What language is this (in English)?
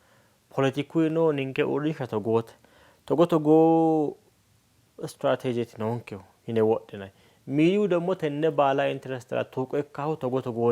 Sidamo